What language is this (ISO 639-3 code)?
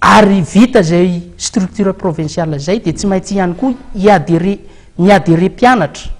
mlg